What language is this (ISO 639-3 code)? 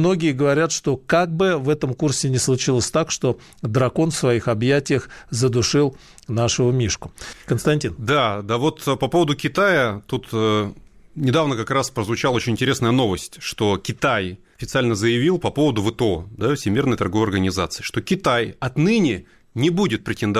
rus